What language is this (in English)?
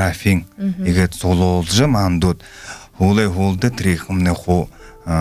Buriat